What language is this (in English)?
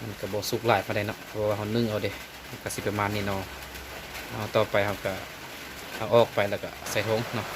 Lao